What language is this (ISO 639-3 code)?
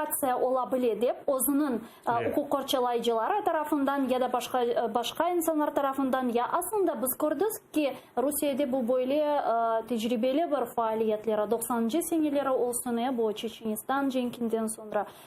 crh